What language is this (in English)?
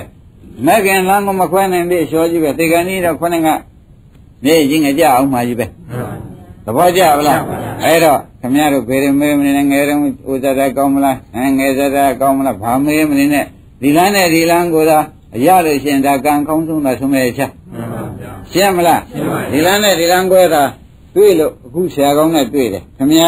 Burmese